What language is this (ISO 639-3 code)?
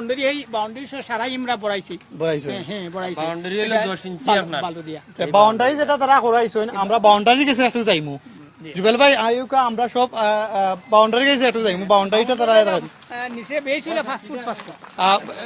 syl